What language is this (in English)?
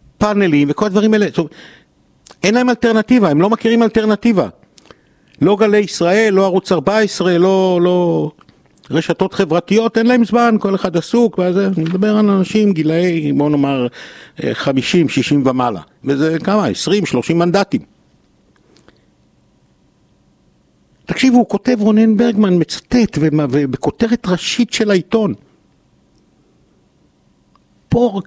Hebrew